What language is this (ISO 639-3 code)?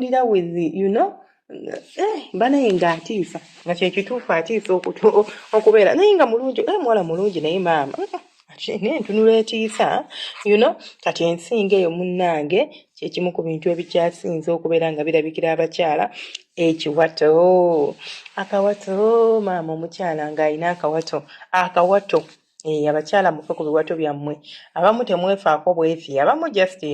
lug